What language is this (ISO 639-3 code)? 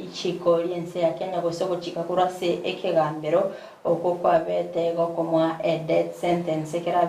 guz